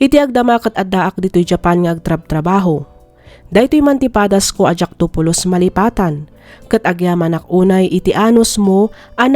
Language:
Iloko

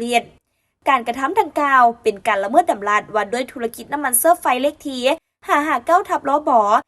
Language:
Lao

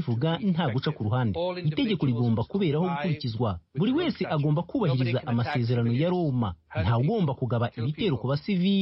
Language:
Kinyarwanda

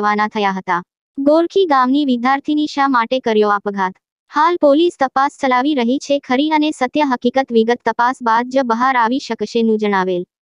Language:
Gujarati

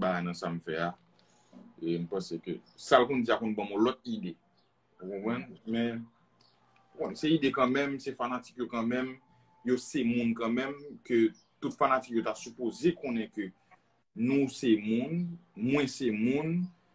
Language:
Haitian Creole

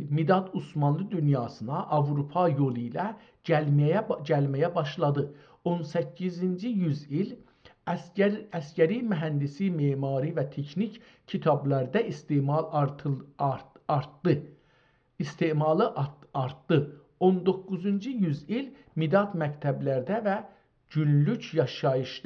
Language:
South Azerbaijani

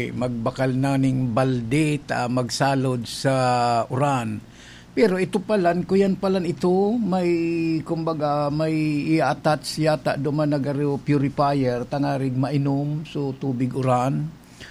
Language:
Bikol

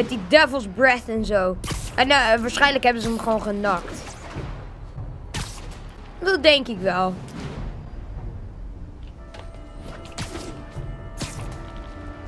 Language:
Dutch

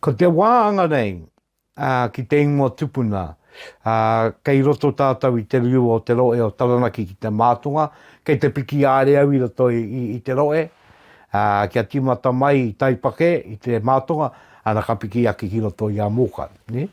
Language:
Māori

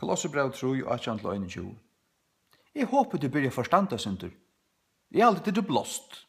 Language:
Faroese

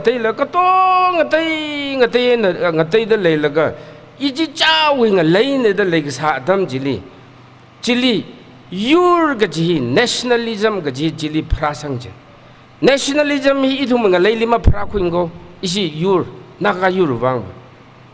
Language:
Tangkhul Naga (India)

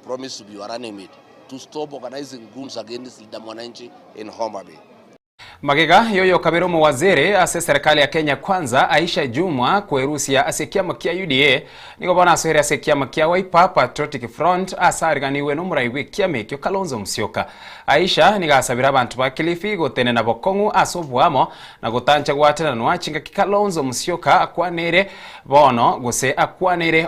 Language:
Gusii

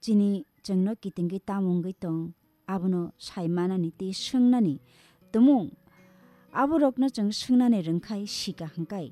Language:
Kok Borok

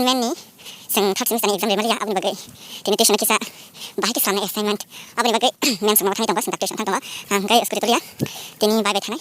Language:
Kok Borok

